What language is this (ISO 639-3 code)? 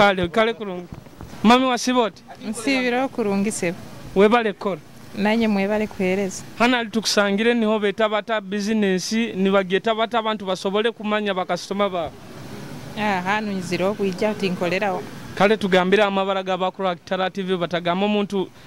nyo